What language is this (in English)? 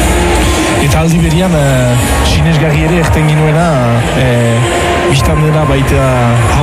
Basque